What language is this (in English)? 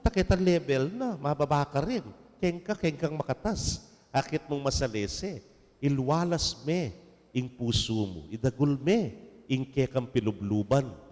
Pampanga